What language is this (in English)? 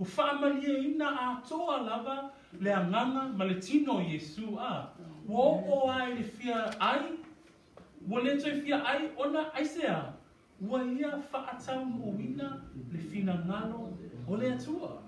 Samoan